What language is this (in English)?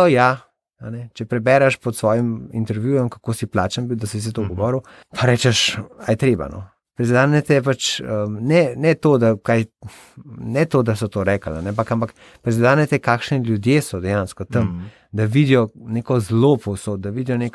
Slovenian